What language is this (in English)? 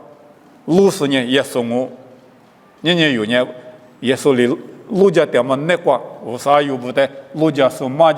Lisu